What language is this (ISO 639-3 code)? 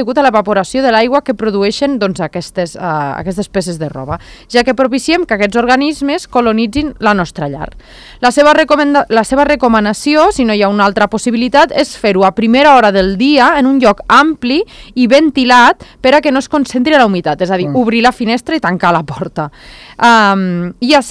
cat